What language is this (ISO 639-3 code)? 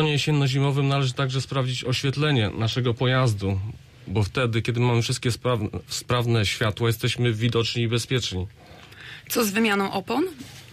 pol